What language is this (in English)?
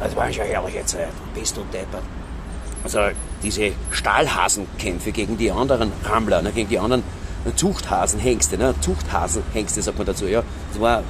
Bavarian